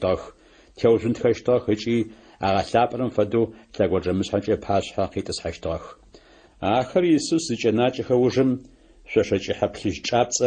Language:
Adyghe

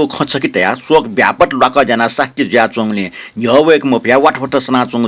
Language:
Newari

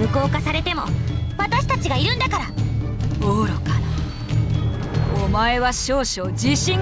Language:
Japanese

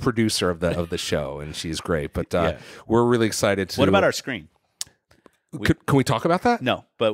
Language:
English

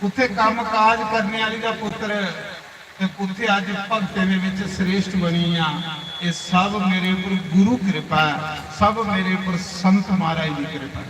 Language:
Dogri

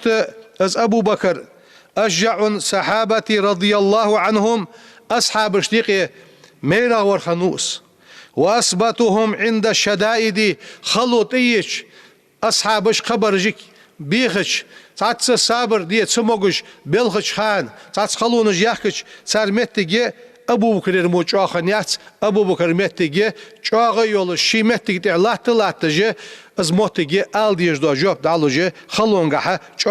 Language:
Ingush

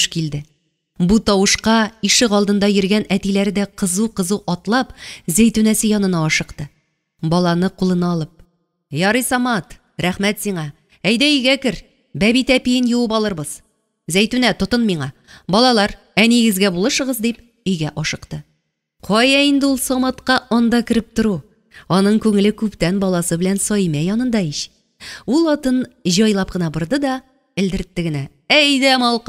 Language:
Tatar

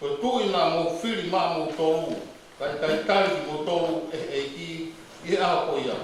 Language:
Tongan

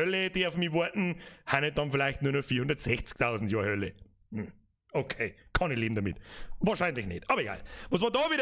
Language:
Bavarian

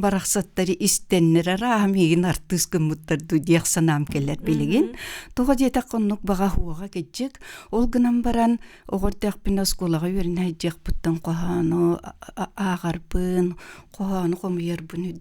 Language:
Yakut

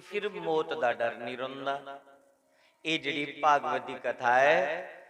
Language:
Dogri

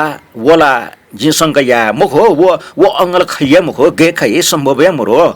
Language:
Newari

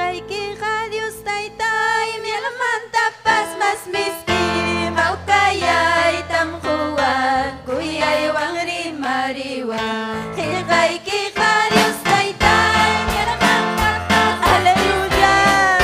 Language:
Ayacucho Quechua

